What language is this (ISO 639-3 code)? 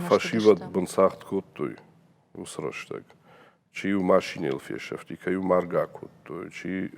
oss